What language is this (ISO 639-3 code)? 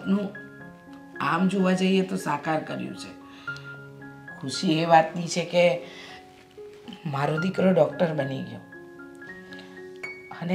guj